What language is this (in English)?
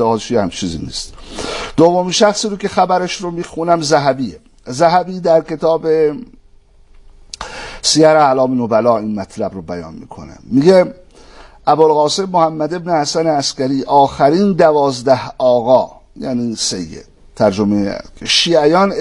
Persian